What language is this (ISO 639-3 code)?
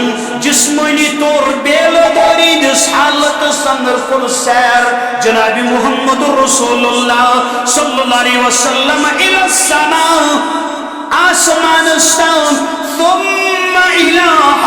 kas